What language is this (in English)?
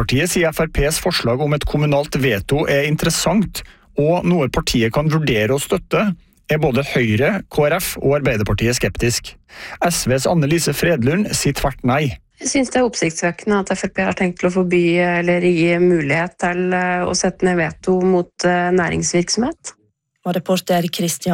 Norwegian